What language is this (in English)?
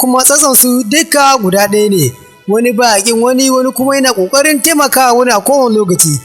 Hausa